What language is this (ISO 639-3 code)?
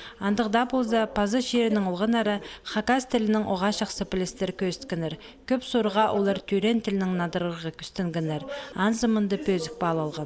kjh